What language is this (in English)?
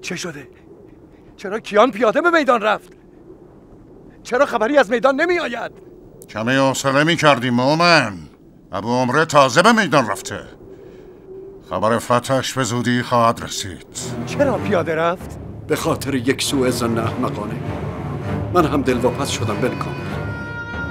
Persian